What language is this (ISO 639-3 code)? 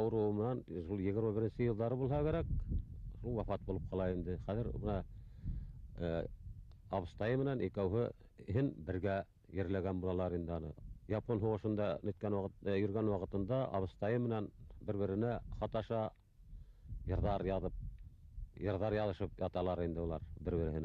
bak